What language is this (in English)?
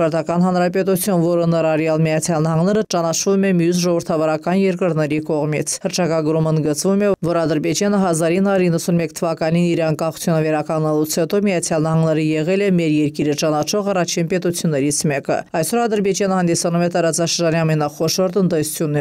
Armenian